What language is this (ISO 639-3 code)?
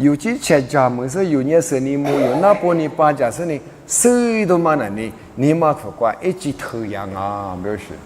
lis